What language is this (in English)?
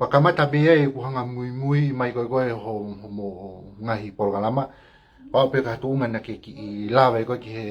Tongan